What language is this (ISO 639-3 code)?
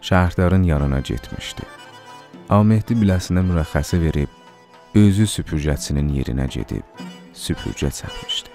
azb